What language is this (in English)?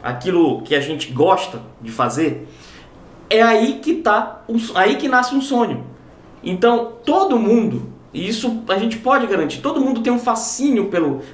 Portuguese